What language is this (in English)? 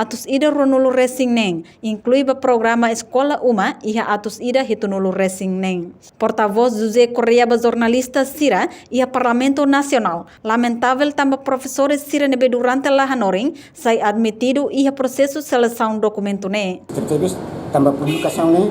Tetum